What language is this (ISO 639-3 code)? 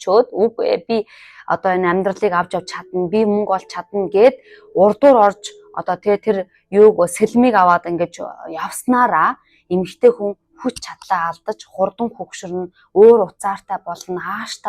mon